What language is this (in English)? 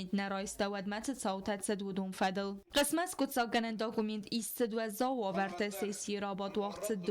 Ossetic